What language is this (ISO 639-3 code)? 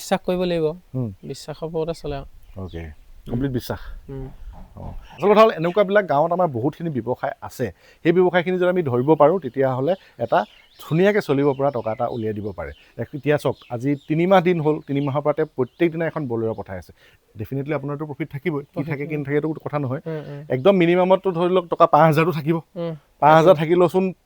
asm